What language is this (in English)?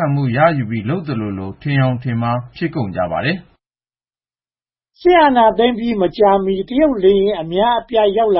Burmese